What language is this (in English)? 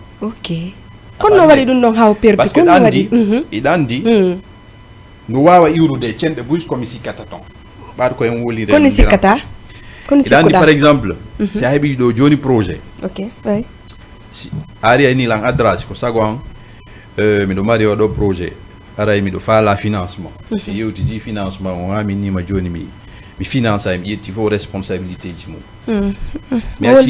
Fula